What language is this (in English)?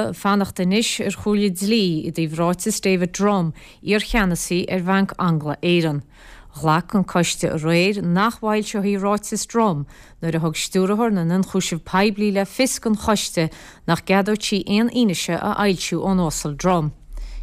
Irish